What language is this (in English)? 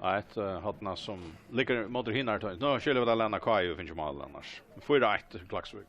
Faroese